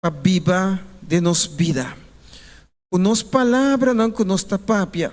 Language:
Papiamento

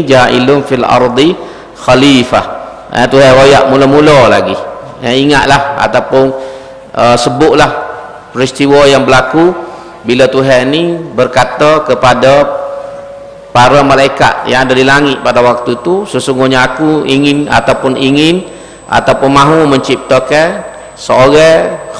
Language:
Malay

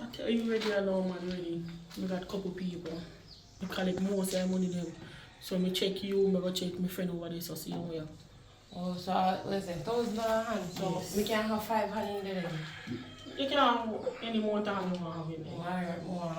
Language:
Jamaican Creole English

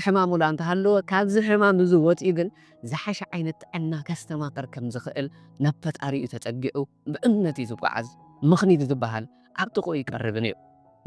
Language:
Tigrinya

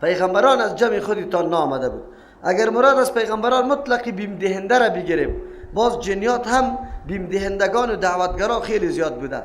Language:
Persian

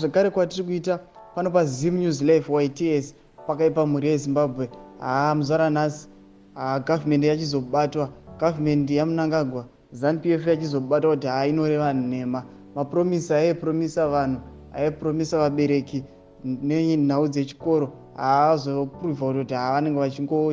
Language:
Shona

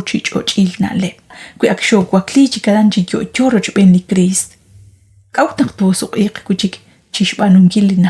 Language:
Kekchí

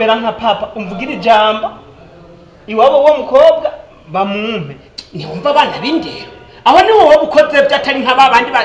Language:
Rundi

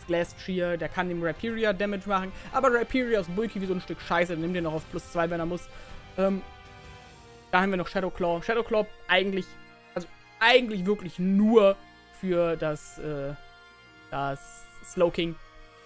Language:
German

